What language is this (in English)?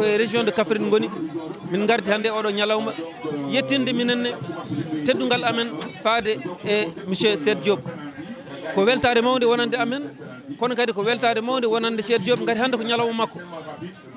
Fula